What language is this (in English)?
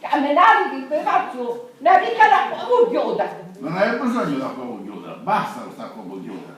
Sicilian